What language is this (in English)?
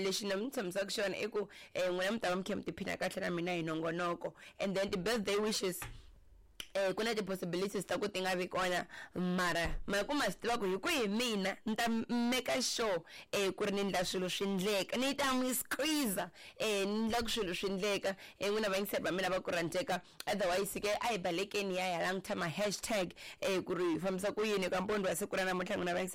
Tsonga